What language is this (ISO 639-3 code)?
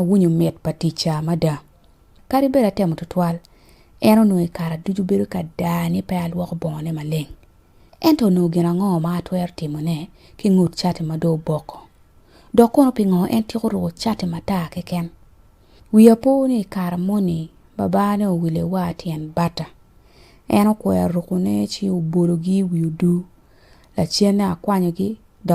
ach